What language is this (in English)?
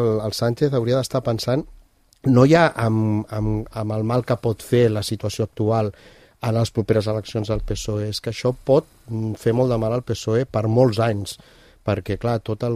Catalan